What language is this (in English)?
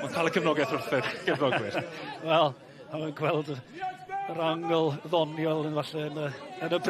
Welsh